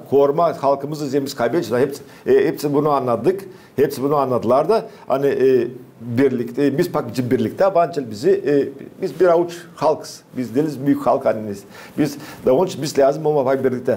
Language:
Gagauz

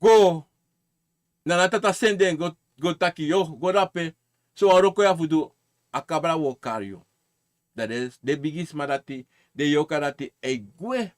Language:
Sranan Tongo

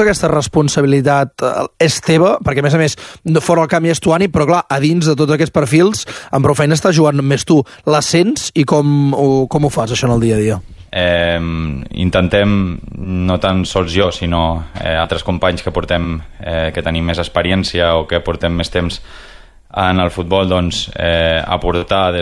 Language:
Catalan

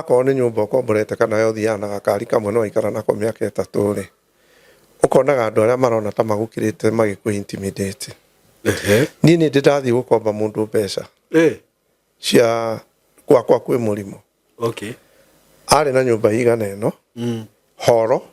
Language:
Kikuyu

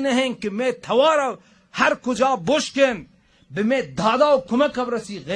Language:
Baluchi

